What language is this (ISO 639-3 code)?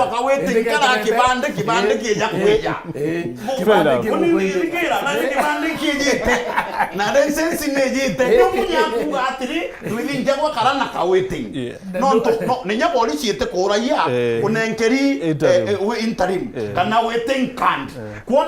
mer